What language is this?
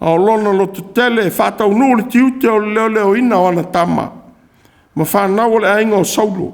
Samoan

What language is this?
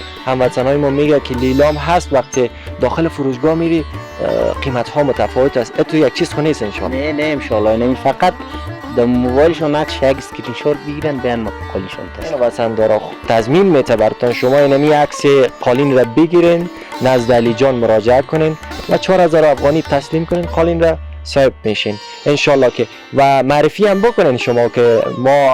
Persian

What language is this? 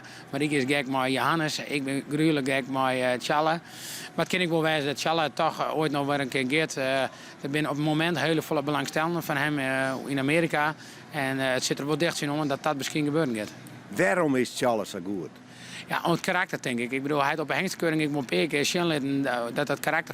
Western Frisian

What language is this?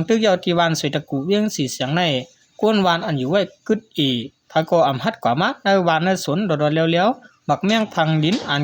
Shan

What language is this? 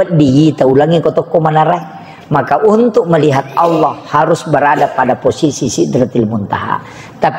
Buginese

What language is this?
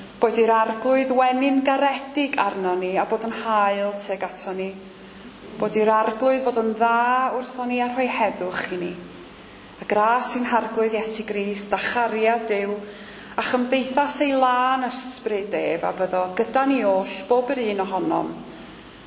Welsh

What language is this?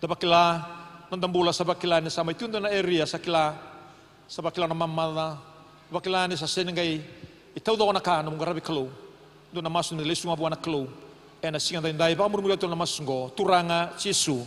Fijian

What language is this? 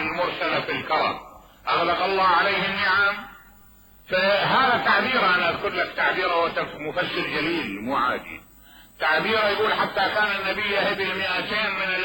Mesopotamian Arabic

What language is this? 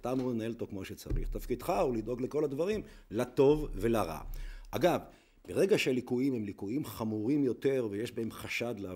Hebrew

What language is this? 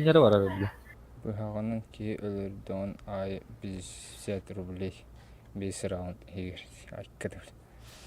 Yakut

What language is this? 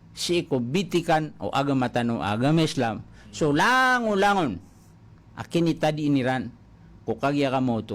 Maranao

